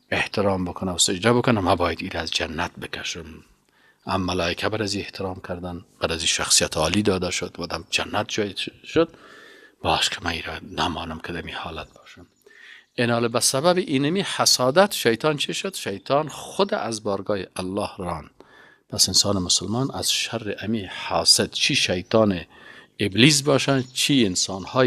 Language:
Persian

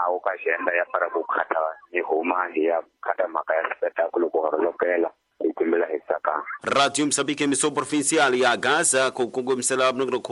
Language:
Tsonga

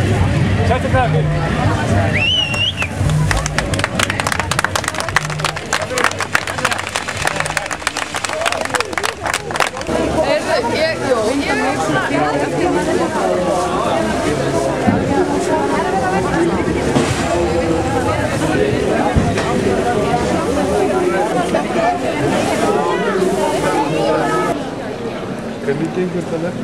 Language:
Icelandic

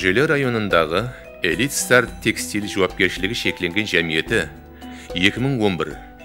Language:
Kara-Kalpak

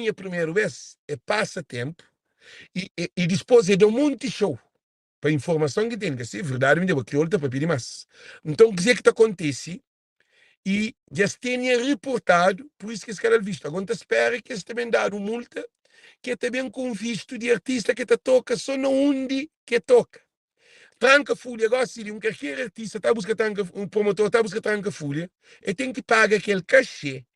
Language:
Kabuverdianu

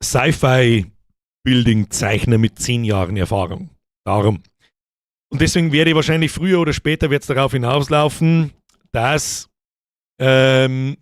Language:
Bavarian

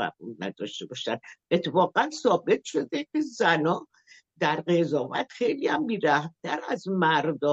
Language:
Persian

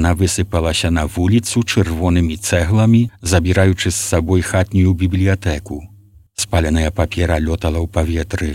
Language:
Belarusian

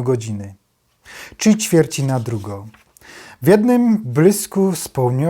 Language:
Silesian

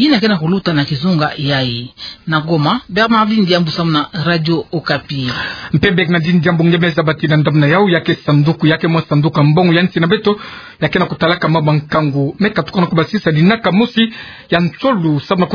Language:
Kituba (Democratic Republic of Congo)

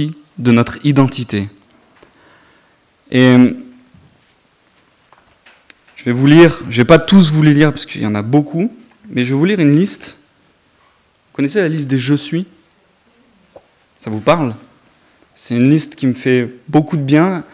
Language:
French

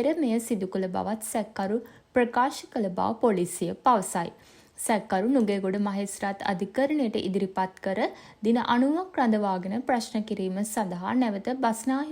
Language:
Sinhala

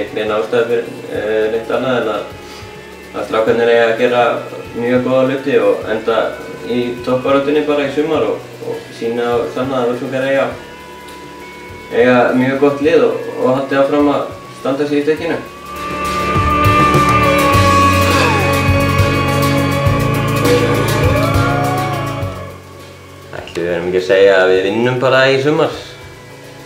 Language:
Icelandic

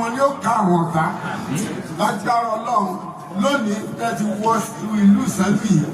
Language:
Yoruba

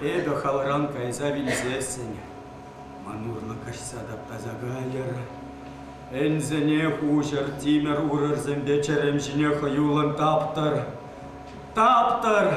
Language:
Chuvash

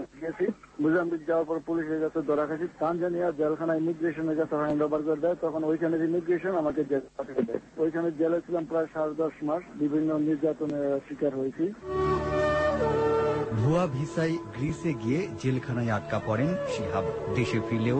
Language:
Bangla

